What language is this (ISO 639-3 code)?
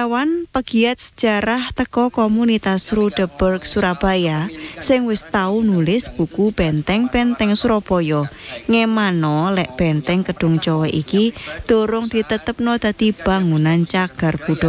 jav